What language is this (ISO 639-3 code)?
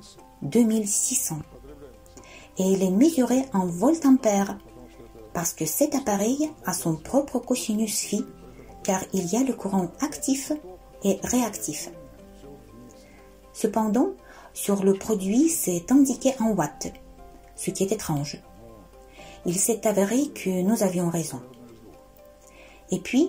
fra